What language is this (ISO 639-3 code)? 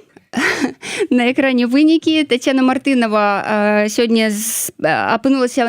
bel